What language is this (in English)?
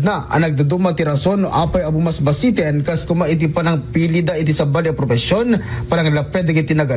Iloko